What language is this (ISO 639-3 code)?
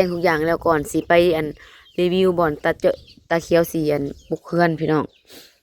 tts